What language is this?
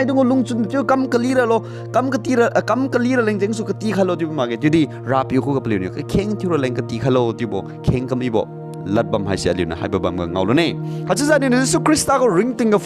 Liangmai Naga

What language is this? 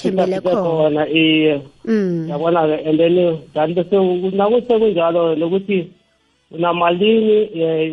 South Ndebele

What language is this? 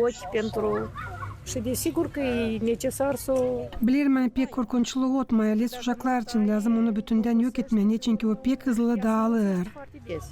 Gagauz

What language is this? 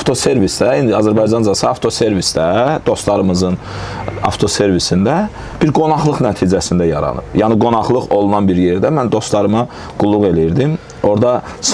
Azerbaijani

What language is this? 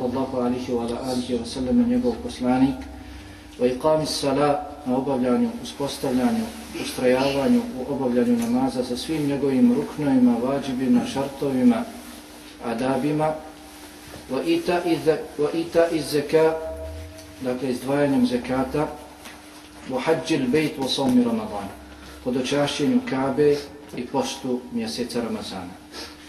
Bosnian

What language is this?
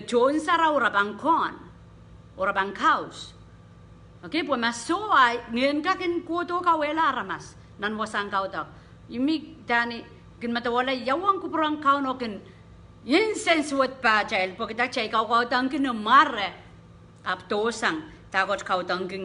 Pohnpeian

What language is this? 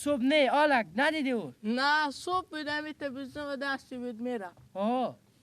Persian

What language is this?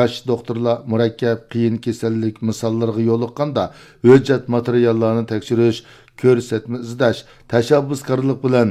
Uyghur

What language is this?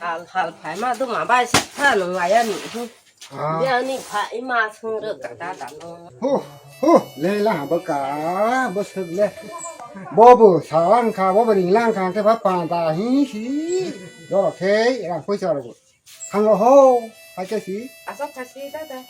Kok Borok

